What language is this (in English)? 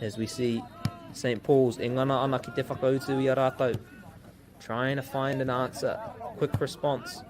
Māori